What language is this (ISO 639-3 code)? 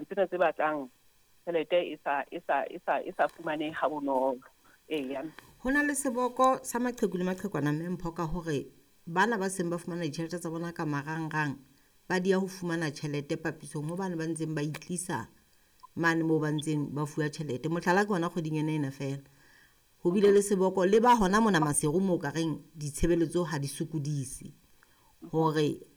sot